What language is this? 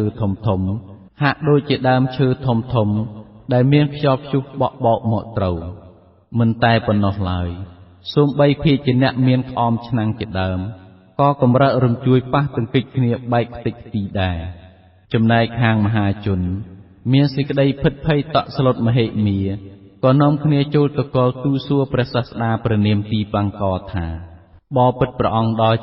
Khmer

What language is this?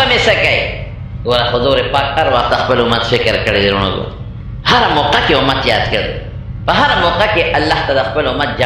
Pashto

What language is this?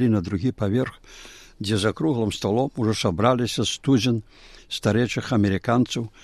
Belarusian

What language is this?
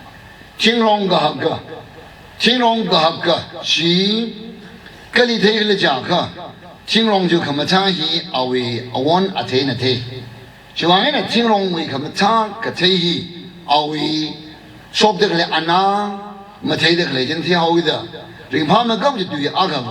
Tangkhul Naga (India)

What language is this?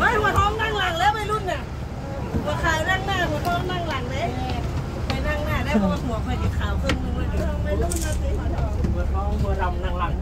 Lao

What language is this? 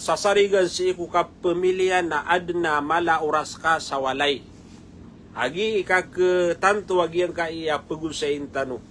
Maranao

